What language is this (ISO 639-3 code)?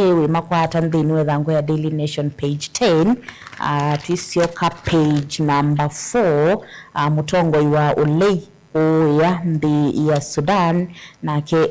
kam